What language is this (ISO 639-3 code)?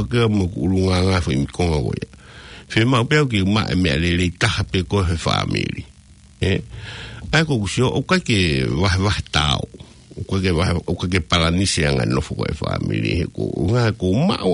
ton